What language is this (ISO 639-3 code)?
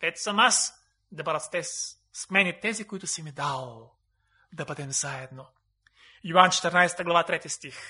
bul